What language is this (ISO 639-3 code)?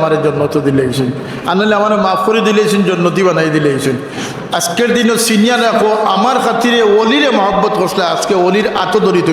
syl